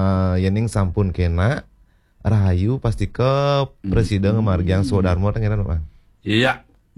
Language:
Balinese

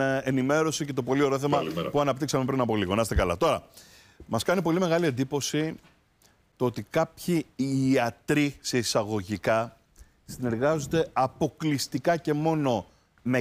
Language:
Greek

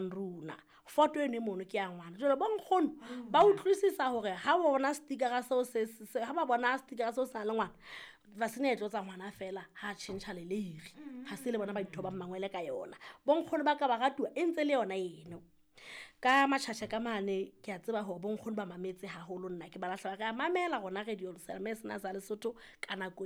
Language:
Southern Sotho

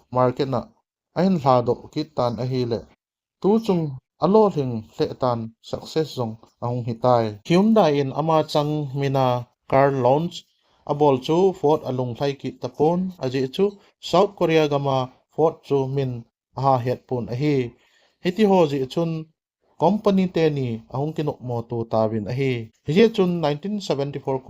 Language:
Thado Chin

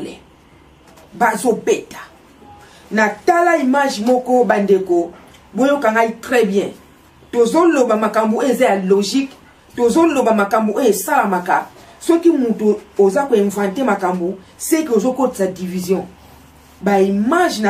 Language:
Lingala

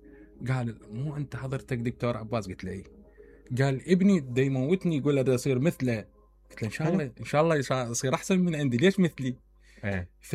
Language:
Mesopotamian Arabic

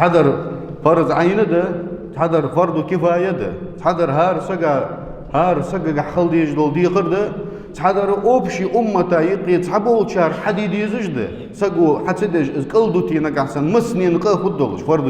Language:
Ingush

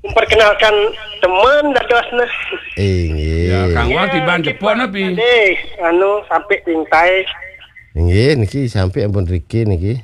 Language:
Balinese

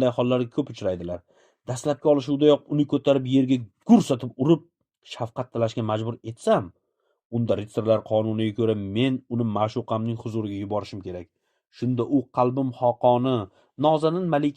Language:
Uzbek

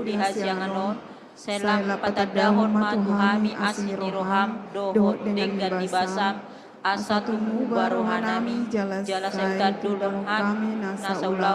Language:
Batak Toba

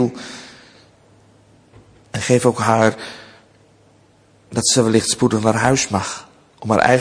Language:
Dutch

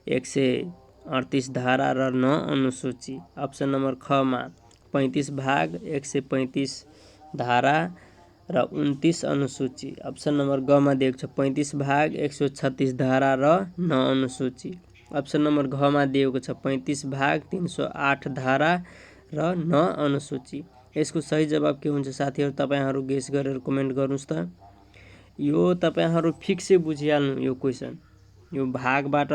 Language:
Nepali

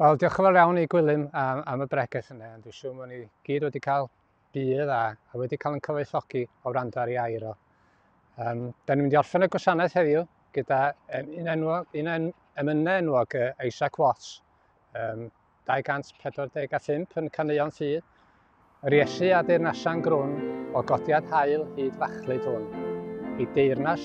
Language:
Welsh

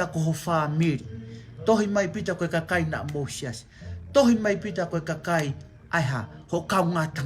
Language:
Tongan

